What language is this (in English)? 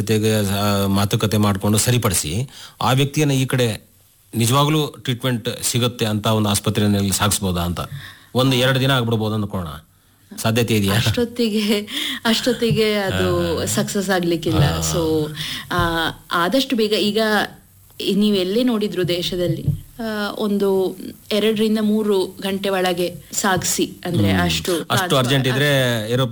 Kannada